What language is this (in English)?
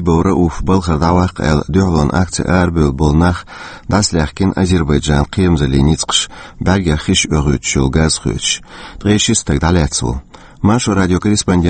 Chechen